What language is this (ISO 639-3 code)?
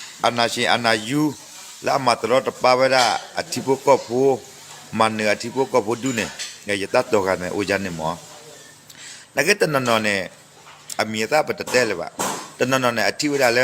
ksw